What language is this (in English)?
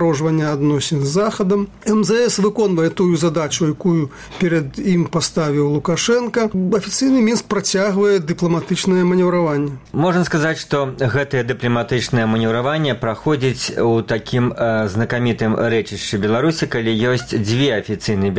Belarusian